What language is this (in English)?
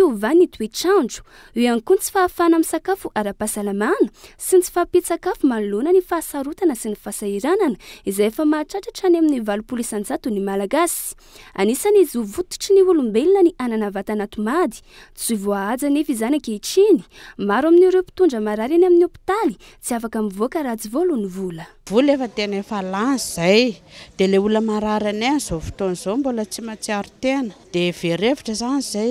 Malagasy